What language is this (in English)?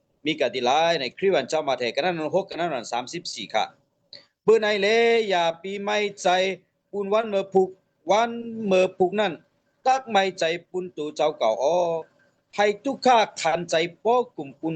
Shan